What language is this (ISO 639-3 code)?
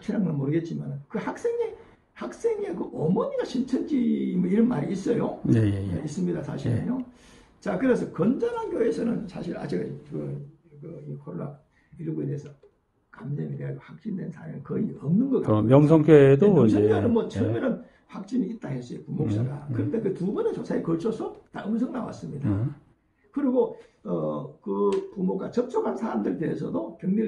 kor